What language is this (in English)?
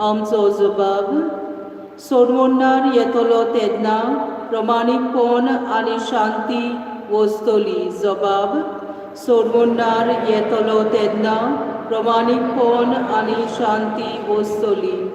Konkani